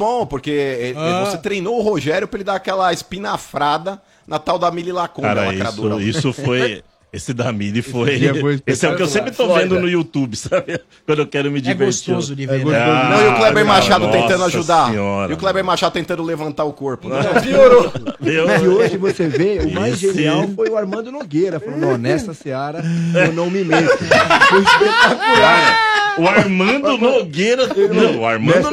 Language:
Portuguese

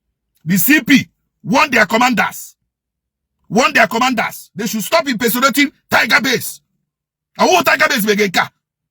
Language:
Igbo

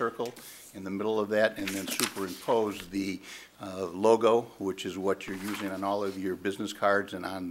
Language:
English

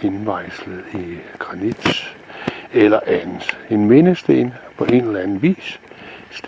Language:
Danish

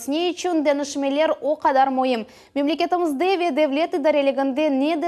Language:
Crimean Tatar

